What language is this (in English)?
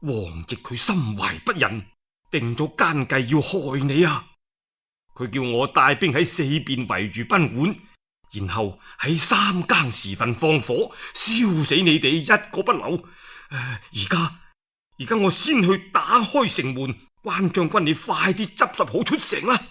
Cantonese